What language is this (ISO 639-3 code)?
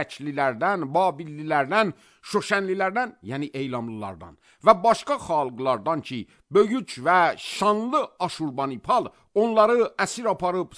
aze